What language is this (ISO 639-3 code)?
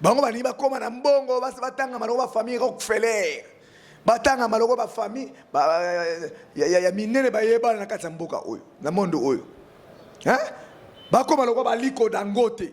lin